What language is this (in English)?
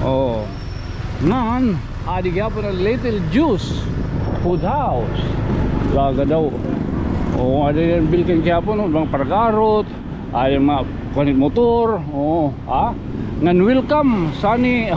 Waray